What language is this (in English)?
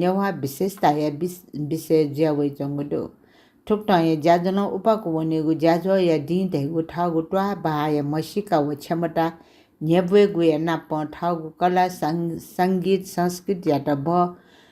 Newari